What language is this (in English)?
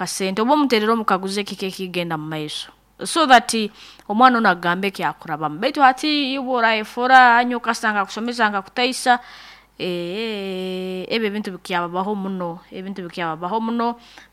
Nyoro